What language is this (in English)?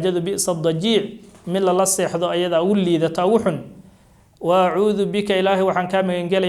Somali